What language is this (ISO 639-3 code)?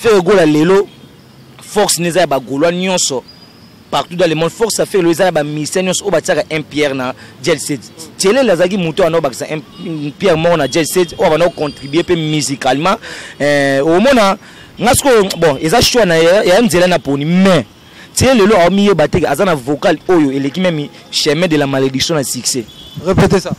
lin